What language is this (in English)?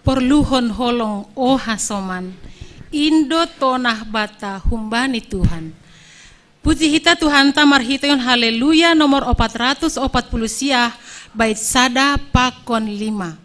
Batak Simalungun